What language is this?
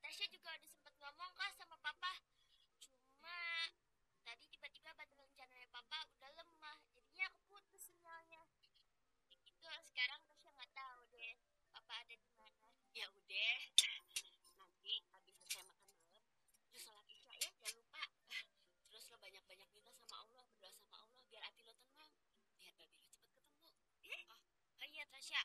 Betawi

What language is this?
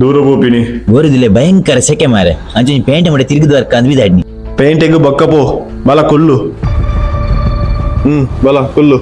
Tulu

